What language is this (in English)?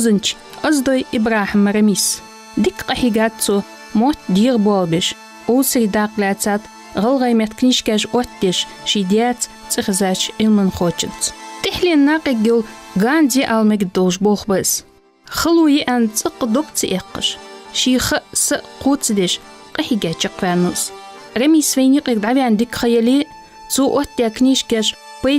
Ingush